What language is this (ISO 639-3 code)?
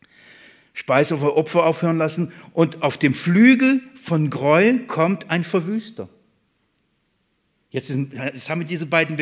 deu